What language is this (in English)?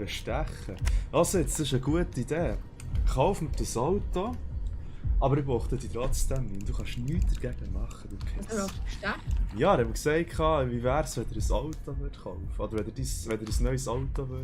Swiss German